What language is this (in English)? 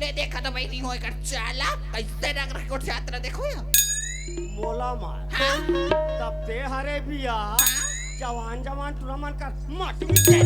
Chhattisgarhi